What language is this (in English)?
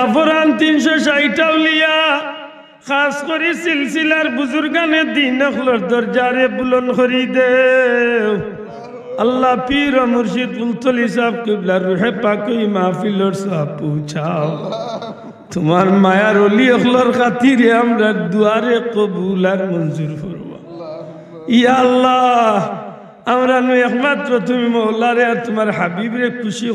Sylheti